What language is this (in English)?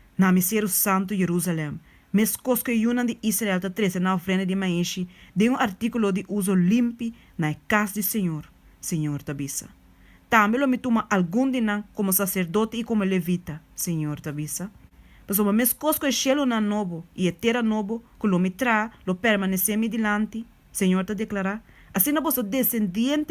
Papiamento